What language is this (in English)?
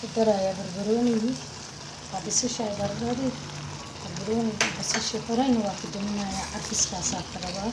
Somali